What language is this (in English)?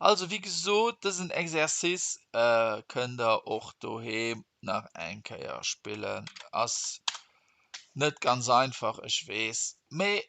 Luxembourgish